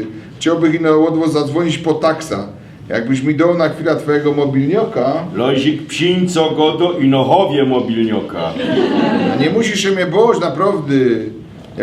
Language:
Silesian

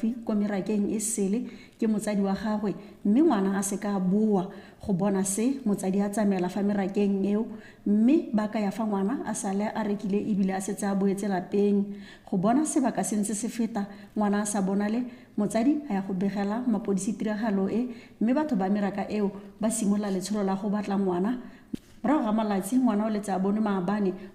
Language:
Tswana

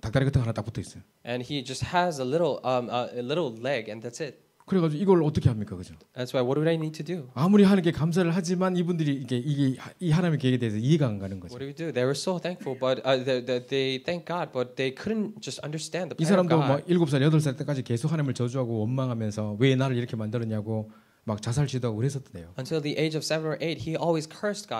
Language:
Korean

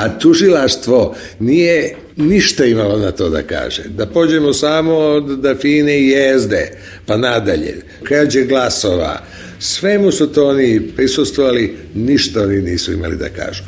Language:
Serbian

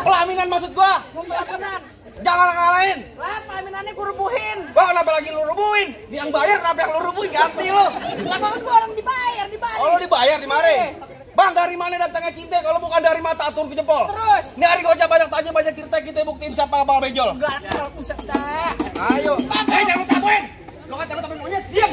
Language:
Betawi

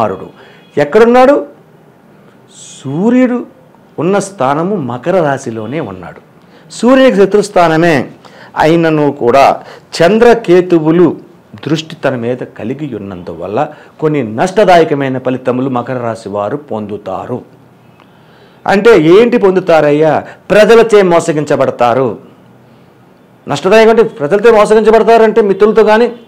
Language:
Telugu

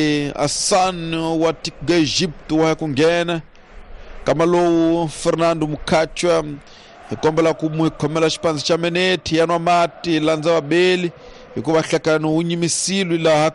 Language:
Tsonga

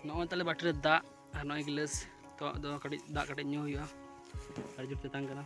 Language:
Santali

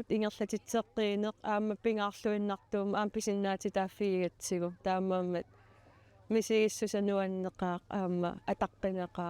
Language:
Kalaallisut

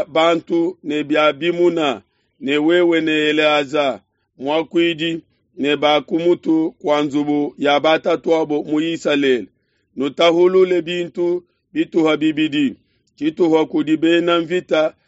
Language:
Luba-Lulua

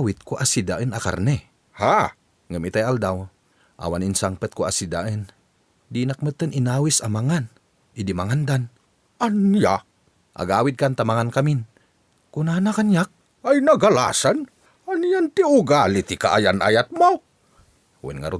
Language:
Iloko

